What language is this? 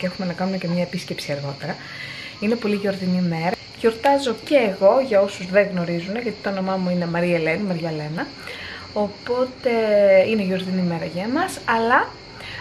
Greek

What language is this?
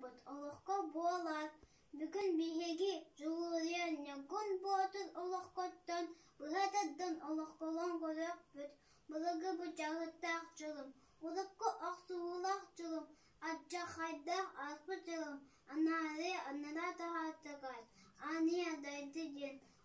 Yakut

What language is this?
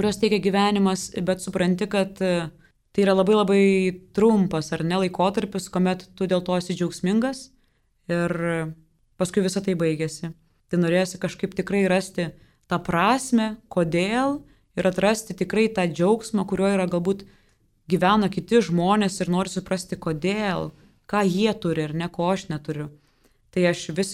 Lithuanian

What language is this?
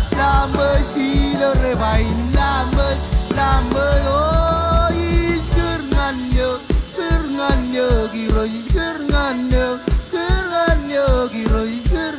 Marshallese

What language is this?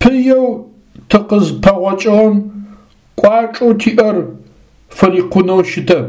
Adyghe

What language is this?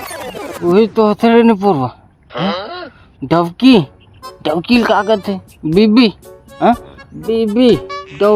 Chhattisgarhi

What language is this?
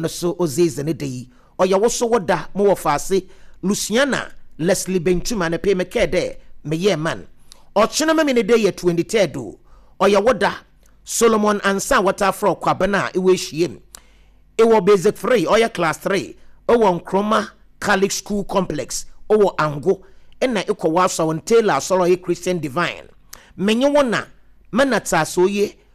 Akan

